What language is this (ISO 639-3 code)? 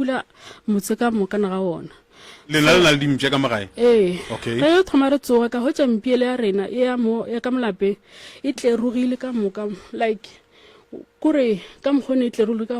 nso